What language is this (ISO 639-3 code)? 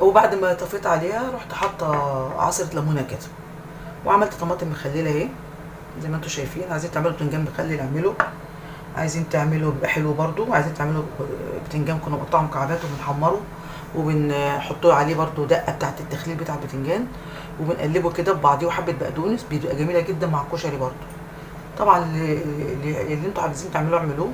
arz